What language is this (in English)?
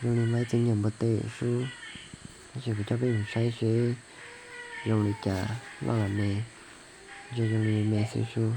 Hmong